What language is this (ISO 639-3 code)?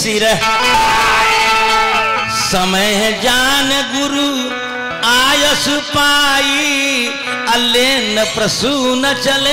bho